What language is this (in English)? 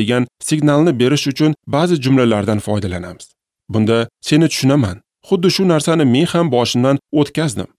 Uzbek